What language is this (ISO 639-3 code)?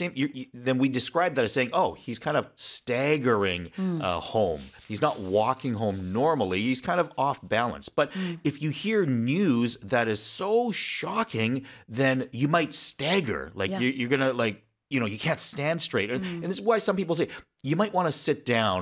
eng